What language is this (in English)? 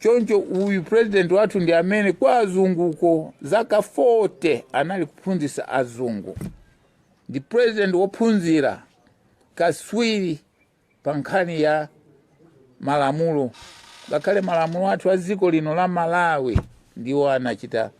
Nyanja